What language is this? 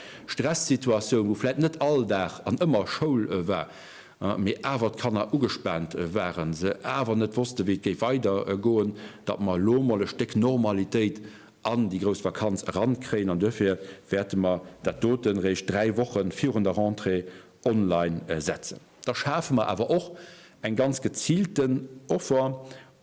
Luxembourgish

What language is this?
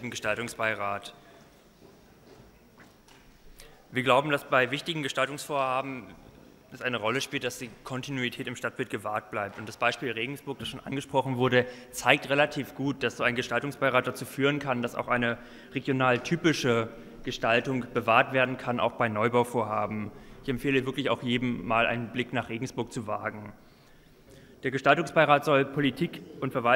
German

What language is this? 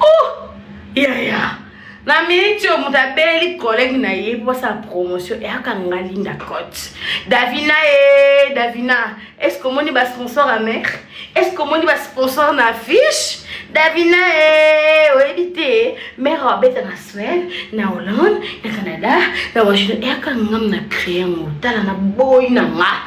Lingala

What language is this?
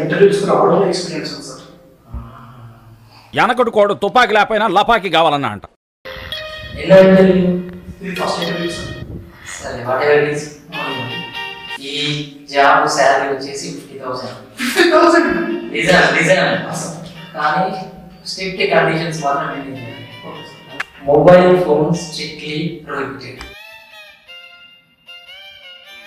Telugu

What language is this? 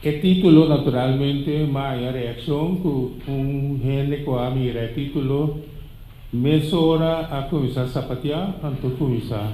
Papiamento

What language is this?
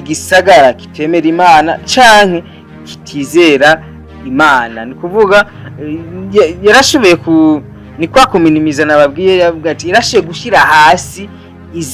Rundi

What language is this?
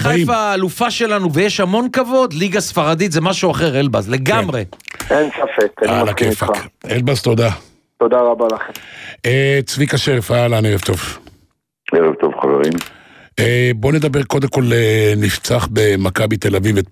Hebrew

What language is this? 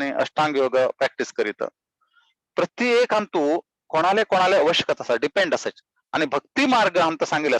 Konkani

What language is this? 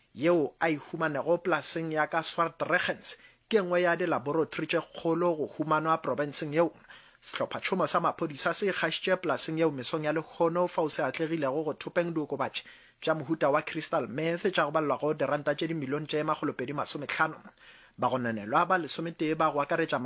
Northern Sotho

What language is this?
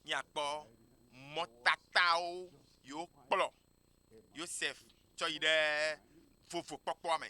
Ewe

